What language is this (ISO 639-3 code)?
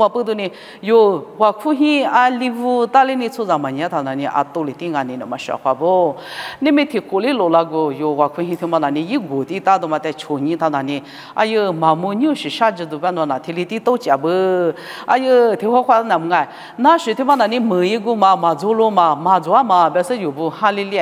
lis